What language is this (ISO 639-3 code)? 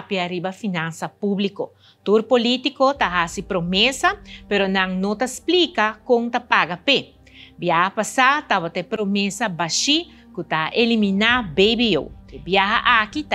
pap